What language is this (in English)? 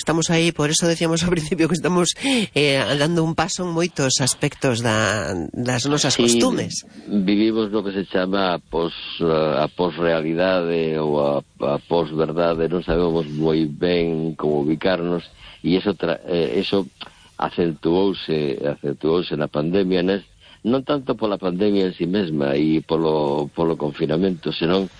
Galician